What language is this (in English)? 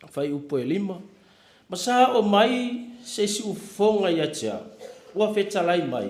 Samoan